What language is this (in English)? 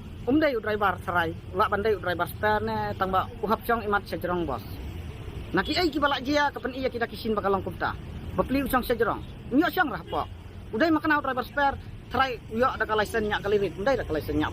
Khasi